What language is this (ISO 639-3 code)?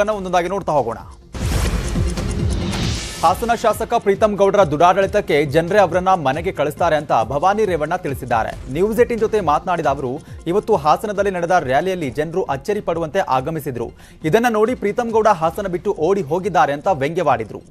kan